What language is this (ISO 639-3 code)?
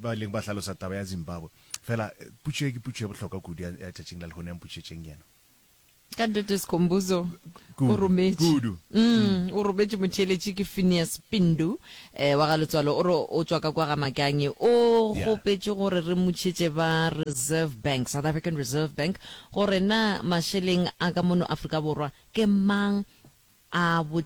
nso